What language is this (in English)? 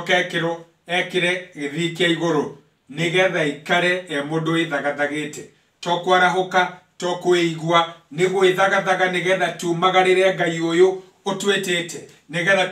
Kikuyu